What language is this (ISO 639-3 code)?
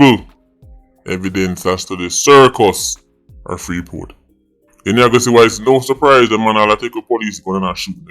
jam